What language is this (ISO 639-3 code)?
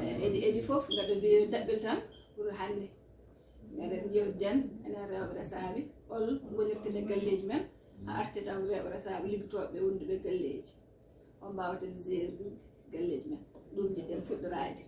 ful